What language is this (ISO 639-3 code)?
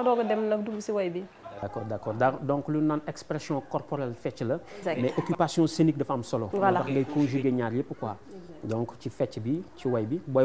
wol